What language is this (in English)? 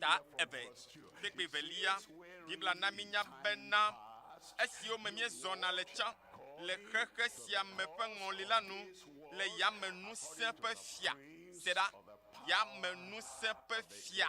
Ewe